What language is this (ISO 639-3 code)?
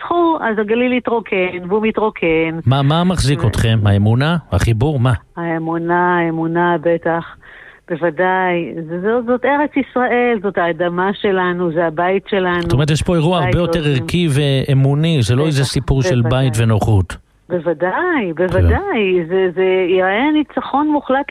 heb